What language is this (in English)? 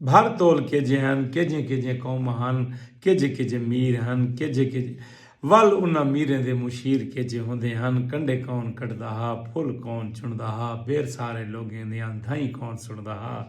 Saraiki